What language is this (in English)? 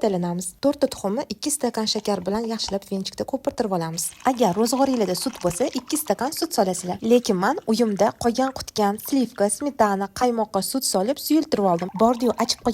Uzbek